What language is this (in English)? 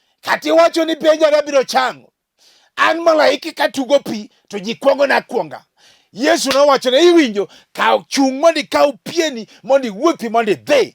Luo (Kenya and Tanzania)